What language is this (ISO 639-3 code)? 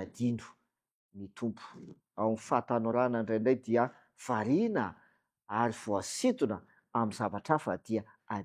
mlg